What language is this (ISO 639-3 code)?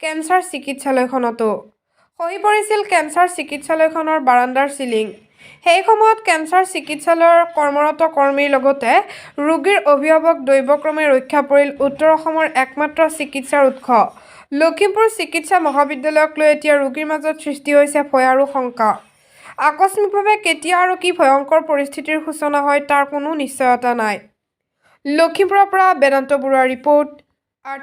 asm